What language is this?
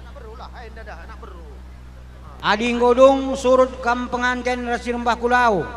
Batak Karo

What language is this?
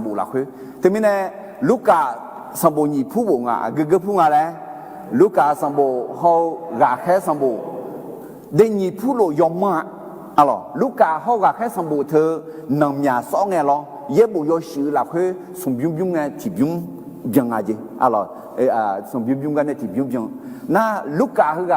Akha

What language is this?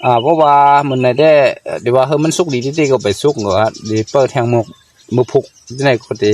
Shan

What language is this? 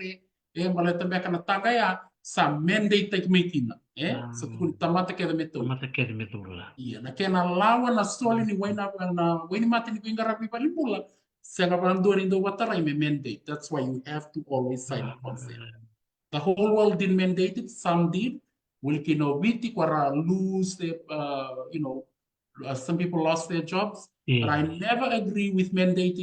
Fijian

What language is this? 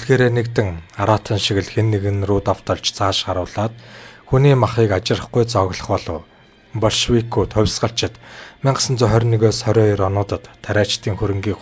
Mongolian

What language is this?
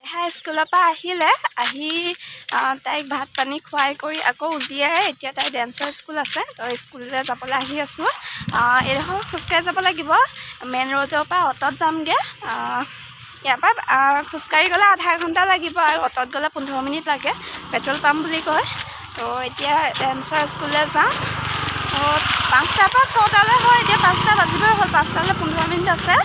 Assamese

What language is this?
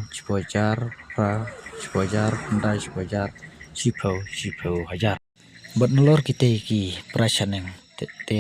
Khasi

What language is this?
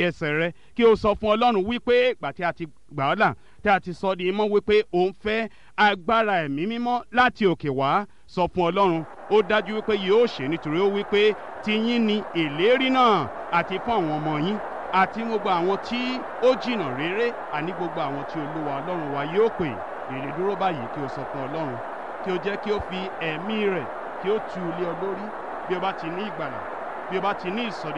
Yoruba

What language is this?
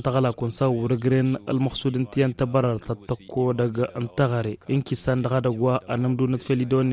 Tamasheq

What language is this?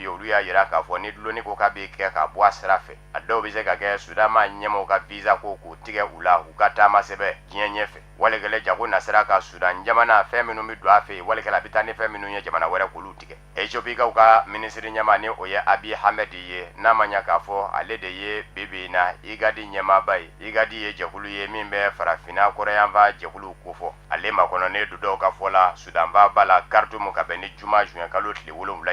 Bambara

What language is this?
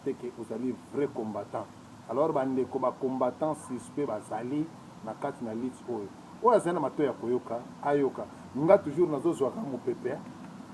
Lingala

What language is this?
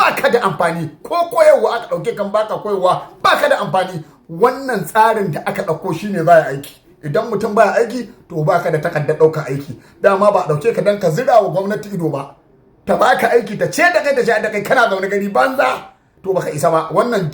Hausa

